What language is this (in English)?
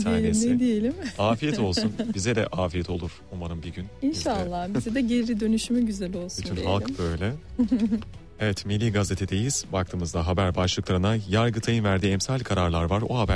Turkish